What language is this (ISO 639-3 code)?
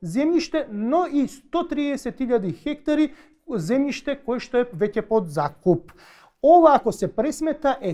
mkd